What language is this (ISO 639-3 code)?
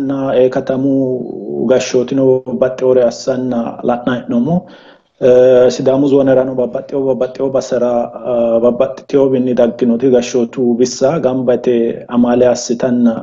sid